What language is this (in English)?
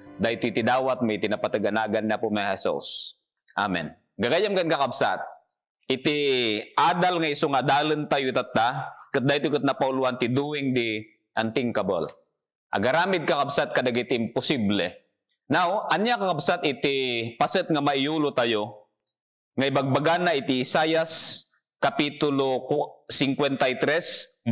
Iloko